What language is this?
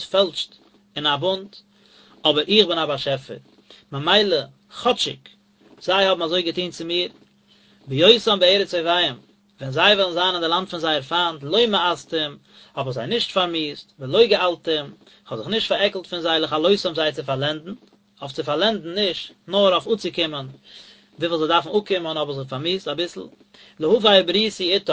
Yiddish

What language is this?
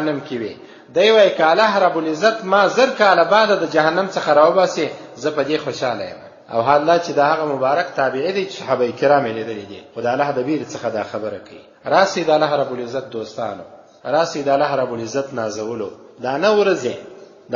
Pashto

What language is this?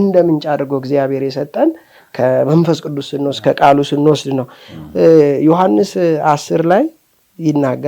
Amharic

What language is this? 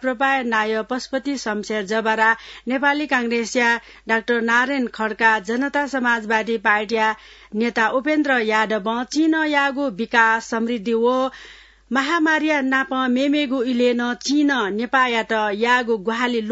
Newari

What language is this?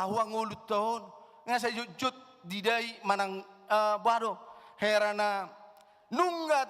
Batak Toba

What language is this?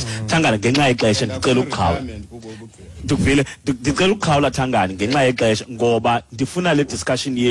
Xhosa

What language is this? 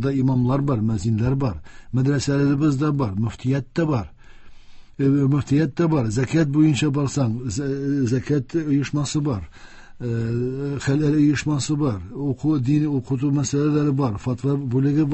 Tatar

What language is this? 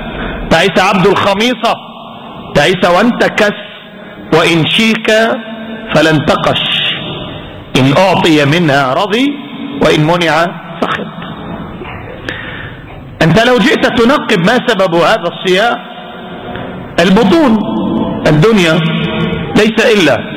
Arabic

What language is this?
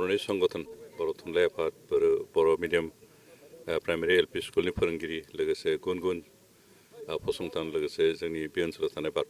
Bodo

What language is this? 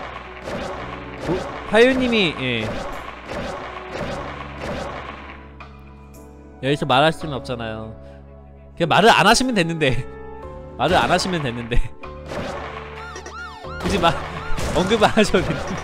Korean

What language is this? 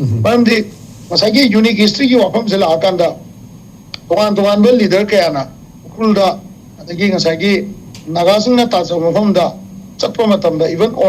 Manipuri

